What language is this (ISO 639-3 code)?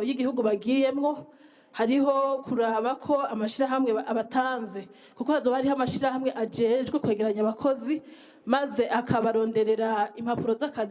run